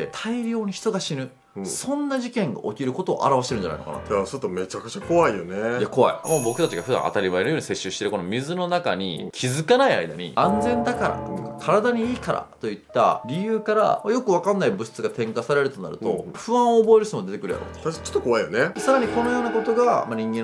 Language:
Japanese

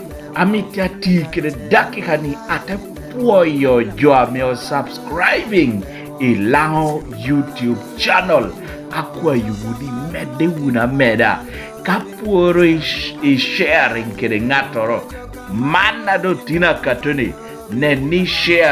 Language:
Lango (Uganda)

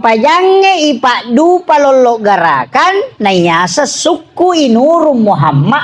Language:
Buginese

